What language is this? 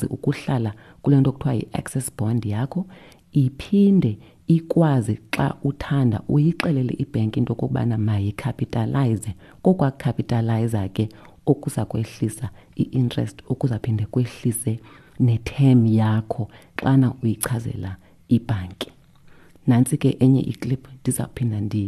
Xhosa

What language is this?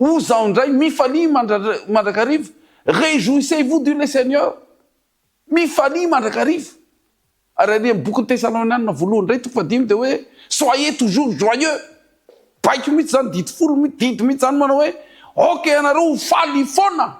Malagasy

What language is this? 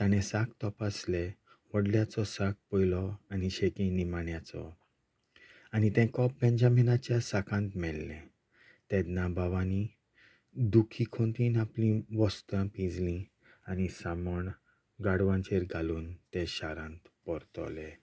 Konkani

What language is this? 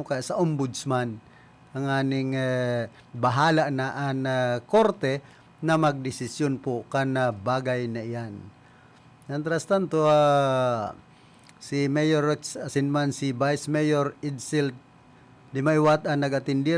Bikol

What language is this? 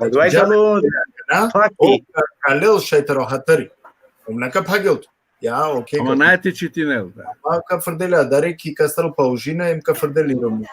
Balkan Romani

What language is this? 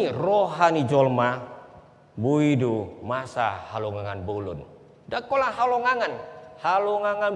Batak Toba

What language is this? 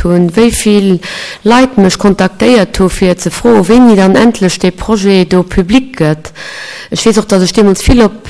Luxembourgish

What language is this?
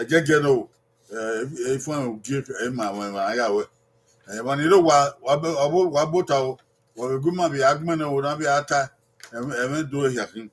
Bini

